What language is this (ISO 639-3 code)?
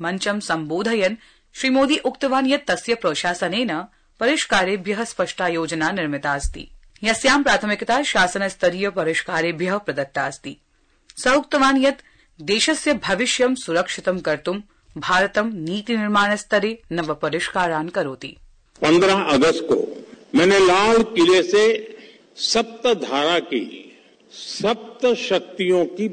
san